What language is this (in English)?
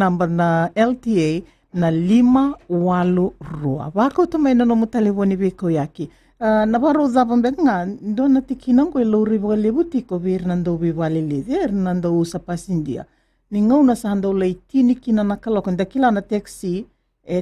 Fijian